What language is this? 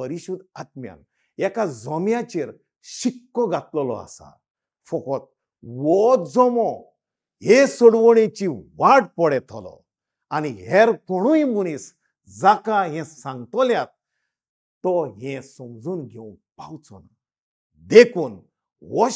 Konkani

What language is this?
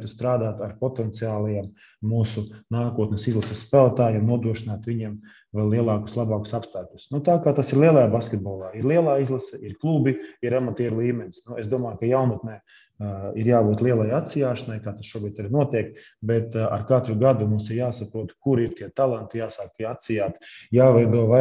Latvian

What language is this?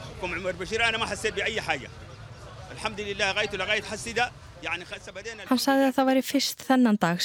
Icelandic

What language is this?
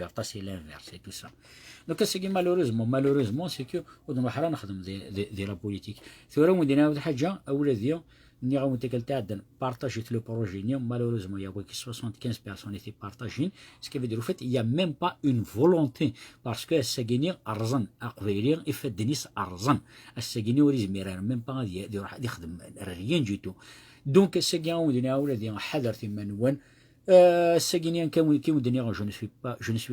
Kabyle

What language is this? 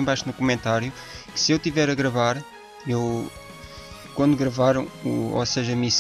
Portuguese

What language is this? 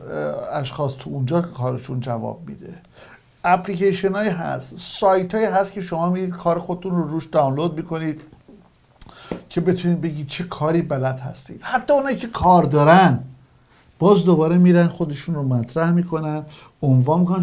Persian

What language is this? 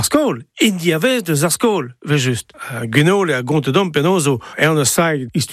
Breton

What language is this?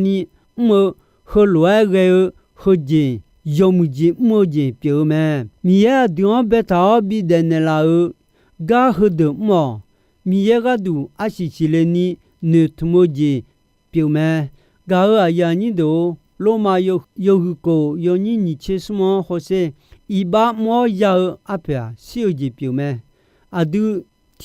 Akha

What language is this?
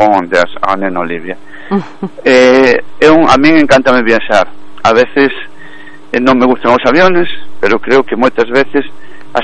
Galician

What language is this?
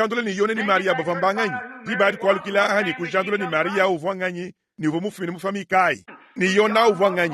Luba-Lulua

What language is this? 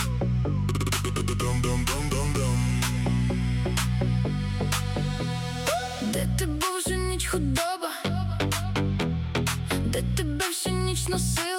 Ukrainian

